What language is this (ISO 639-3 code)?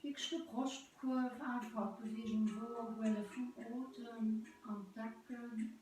ltz